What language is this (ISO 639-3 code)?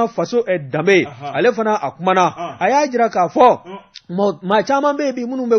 bam